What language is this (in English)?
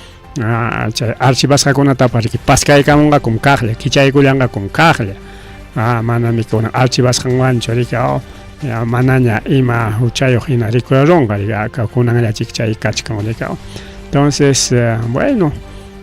Ayacucho Quechua